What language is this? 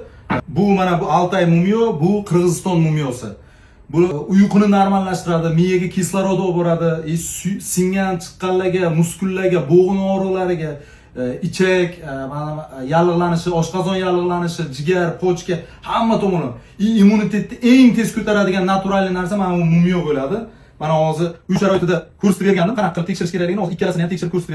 Uzbek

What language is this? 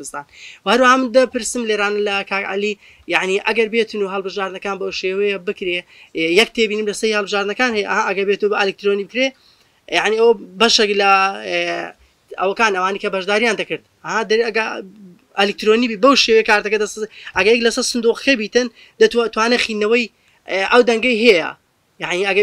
Central Kurdish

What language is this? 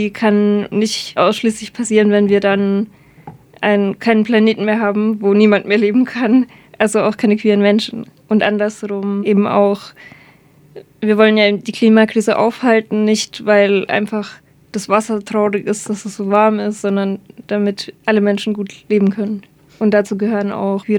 German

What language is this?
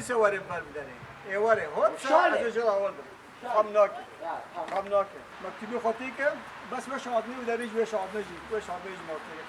Kurdish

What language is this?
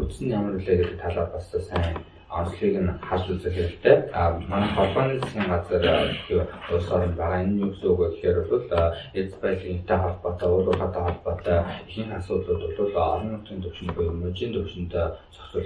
Mongolian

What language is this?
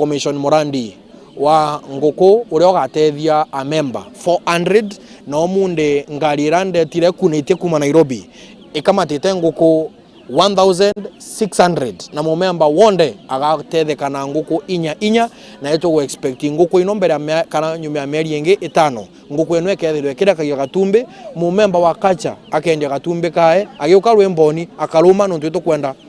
Meru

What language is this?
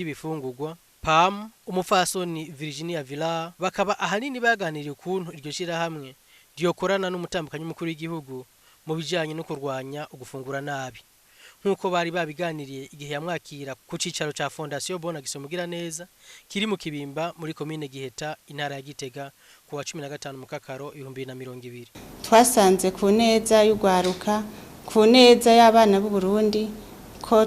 Rundi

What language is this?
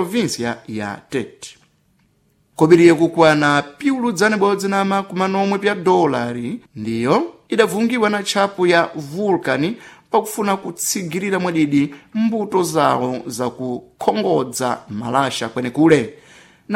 Sena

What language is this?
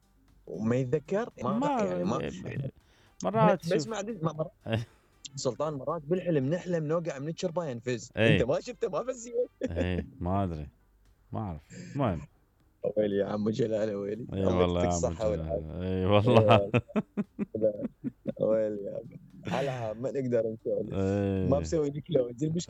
Mesopotamian Arabic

